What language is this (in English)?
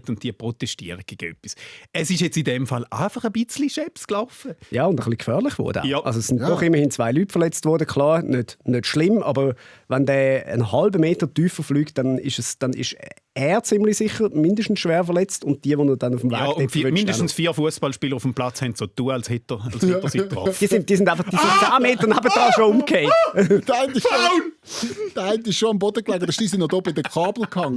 Swiss German